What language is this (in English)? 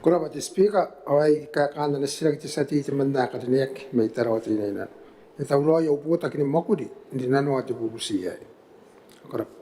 Gilbertese